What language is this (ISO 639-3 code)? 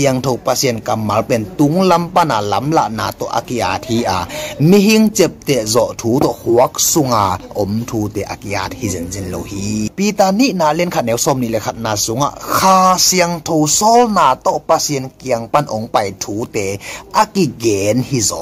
ctd